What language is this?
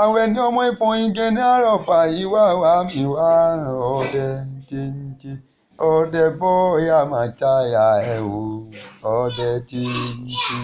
Yoruba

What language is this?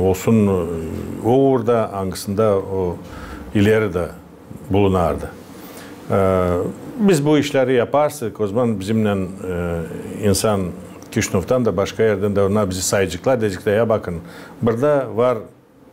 Gagauz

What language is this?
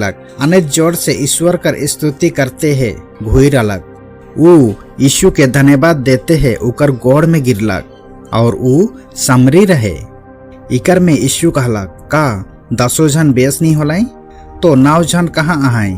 Sadri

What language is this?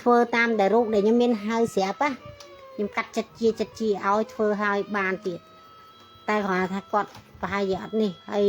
Khmer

